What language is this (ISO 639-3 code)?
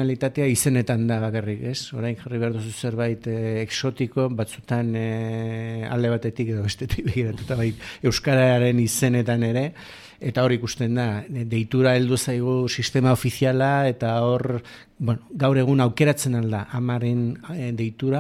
eus